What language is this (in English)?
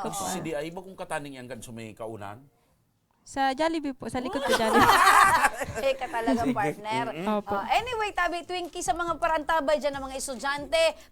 Bikol